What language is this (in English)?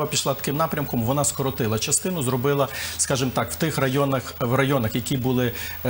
Ukrainian